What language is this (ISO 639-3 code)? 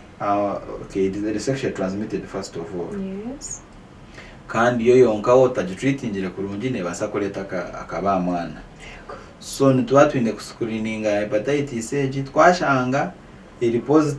nyn